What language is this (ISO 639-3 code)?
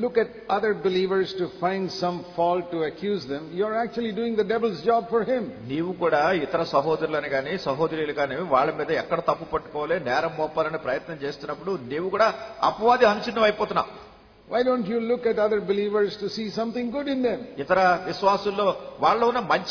tel